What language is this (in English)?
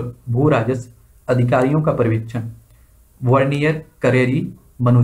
Hindi